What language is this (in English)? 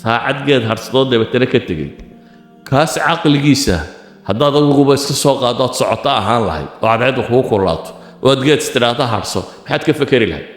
Somali